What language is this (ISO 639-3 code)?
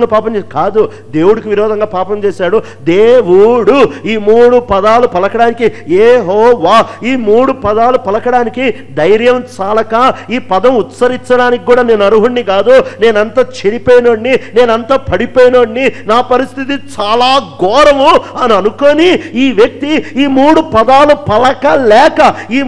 tel